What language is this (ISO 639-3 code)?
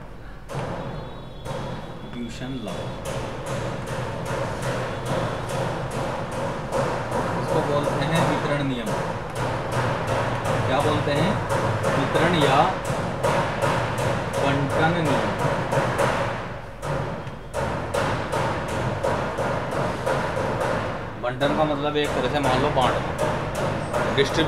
hin